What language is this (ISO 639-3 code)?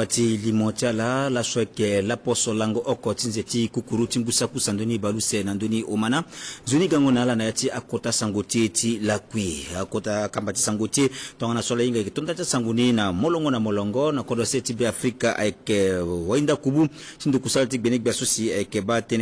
sag